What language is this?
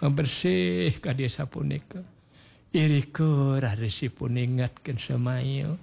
Balinese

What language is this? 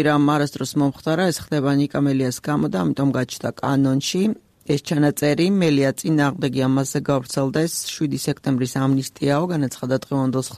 Georgian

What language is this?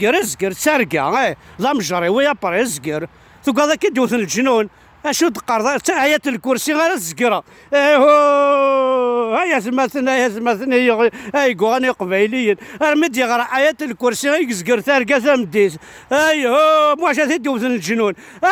Kabyle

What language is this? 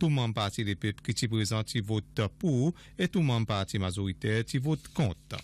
Seselwa Creole French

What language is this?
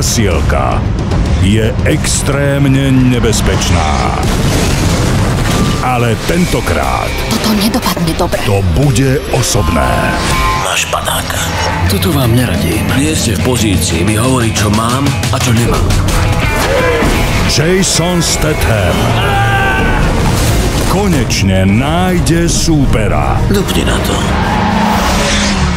Slovak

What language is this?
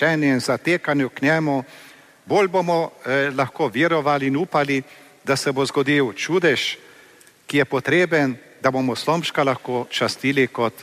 Slovenian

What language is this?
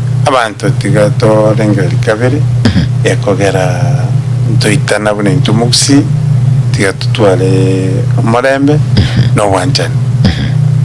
Gusii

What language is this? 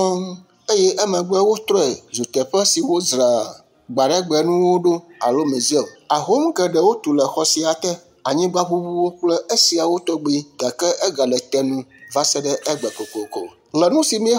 Ewe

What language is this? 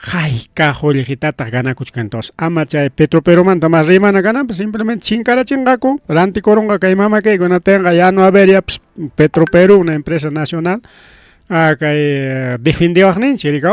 Ayacucho Quechua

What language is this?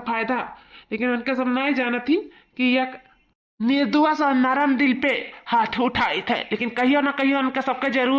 Awadhi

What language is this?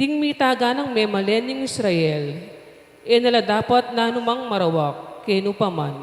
Pampanga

